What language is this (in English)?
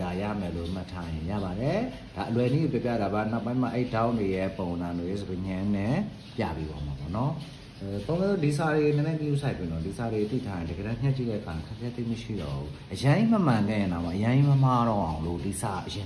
Burmese